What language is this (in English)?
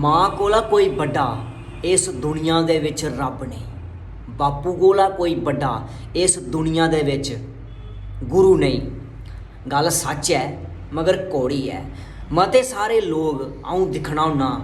Dogri